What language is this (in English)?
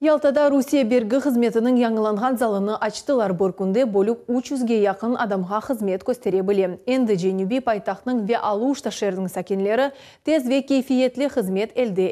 Crimean Tatar